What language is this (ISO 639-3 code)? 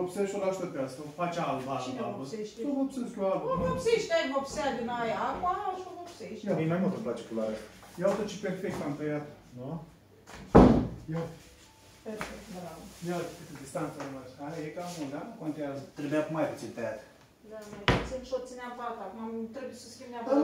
ron